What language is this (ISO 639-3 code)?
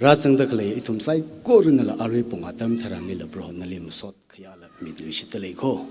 nmf